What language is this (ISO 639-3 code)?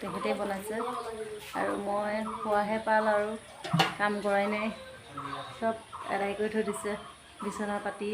asm